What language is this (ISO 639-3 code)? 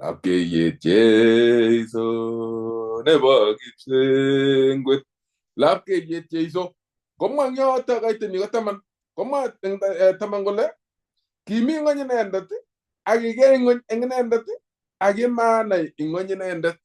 kln